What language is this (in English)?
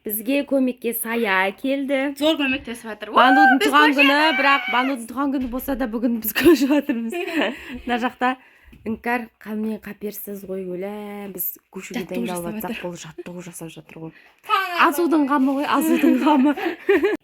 Kazakh